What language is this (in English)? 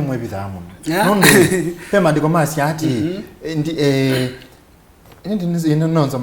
Kamba